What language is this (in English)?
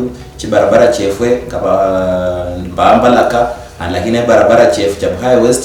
Luyia